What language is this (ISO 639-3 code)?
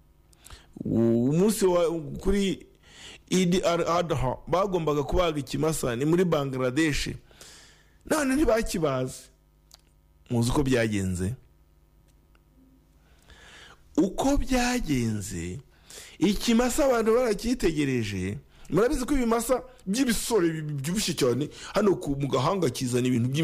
kin